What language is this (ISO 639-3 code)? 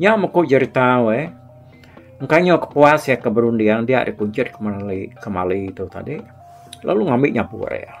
iba